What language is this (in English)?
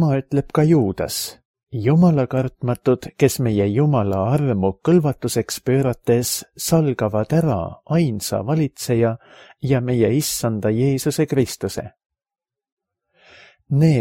Estonian